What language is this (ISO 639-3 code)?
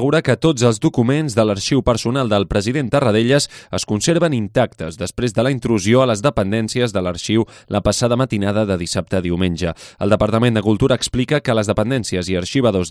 cat